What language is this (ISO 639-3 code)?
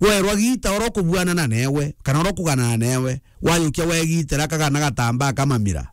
mer